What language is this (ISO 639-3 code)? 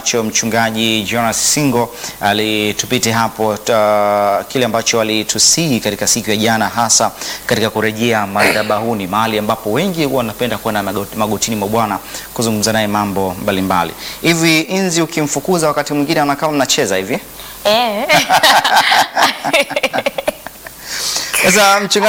swa